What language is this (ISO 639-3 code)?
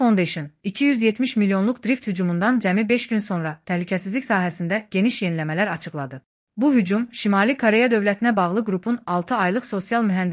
aze